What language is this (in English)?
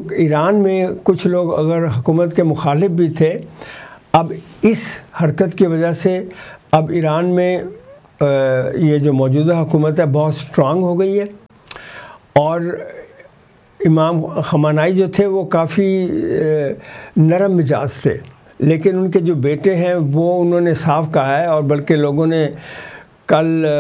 Urdu